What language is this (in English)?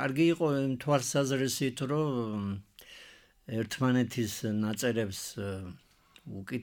Georgian